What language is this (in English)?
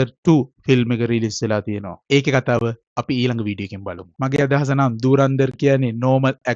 Sinhala